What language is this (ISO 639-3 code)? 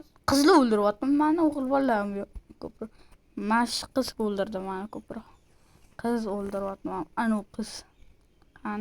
uzb